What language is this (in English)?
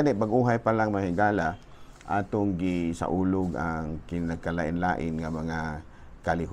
Cebuano